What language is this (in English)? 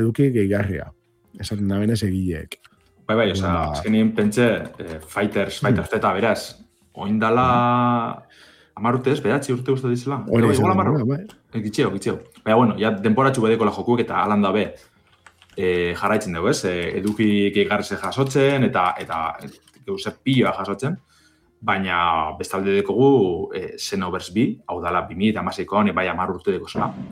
Basque